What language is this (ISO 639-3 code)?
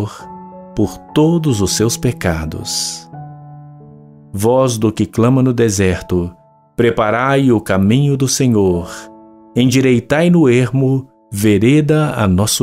por